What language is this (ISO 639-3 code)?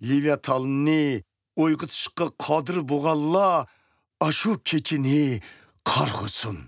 uig